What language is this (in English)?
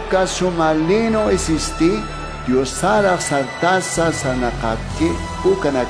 Aymara